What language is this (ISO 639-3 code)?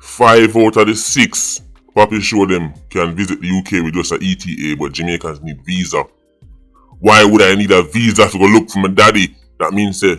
jam